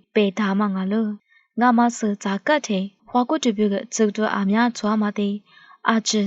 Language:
Lisu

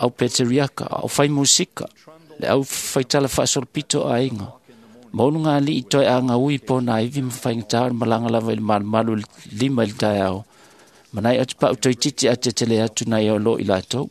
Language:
Samoan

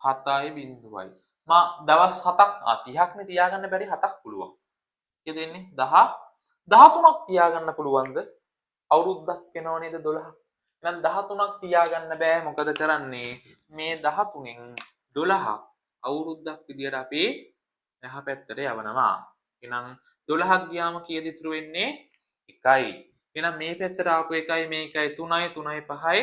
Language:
Sinhala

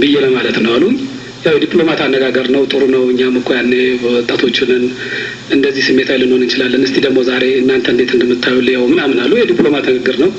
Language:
Amharic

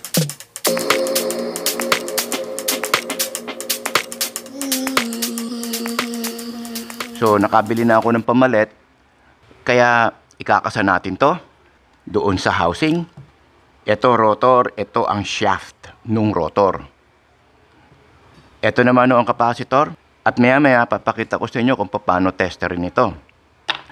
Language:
Filipino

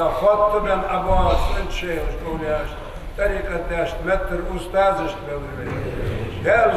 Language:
Ingush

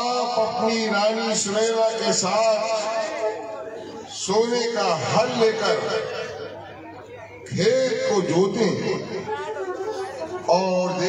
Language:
Hindi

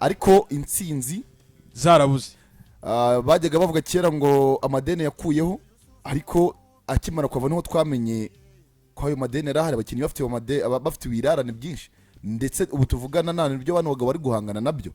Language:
Kinyarwanda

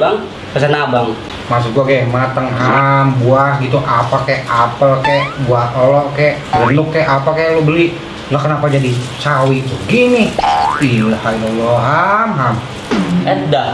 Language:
Betawi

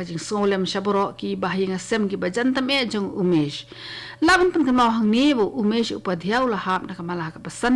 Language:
Khasi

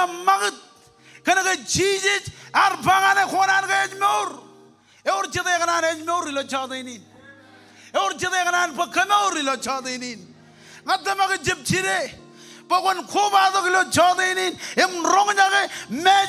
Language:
Marshallese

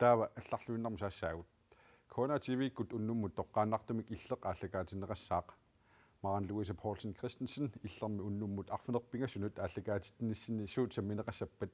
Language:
Kalaallisut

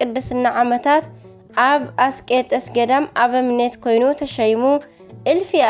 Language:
Tigrinya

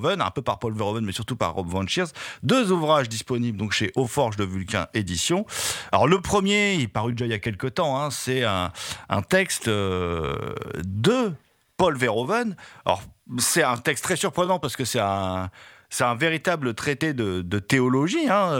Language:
French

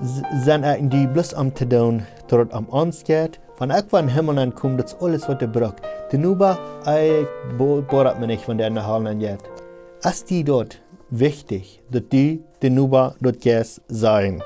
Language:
Plautdietsch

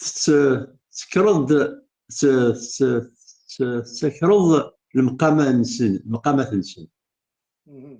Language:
Kabyle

